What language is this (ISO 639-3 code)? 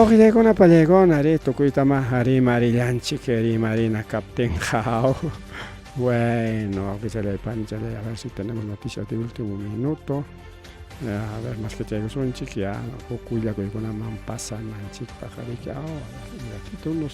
quy